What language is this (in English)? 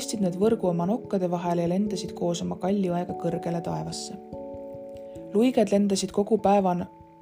Estonian